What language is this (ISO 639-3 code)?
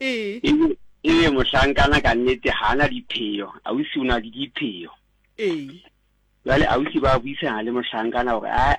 sot